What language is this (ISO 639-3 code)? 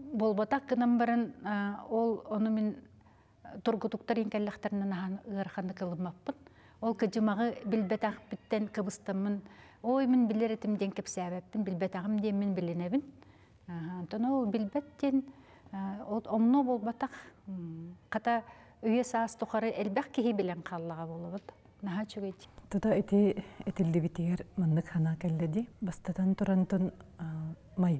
sah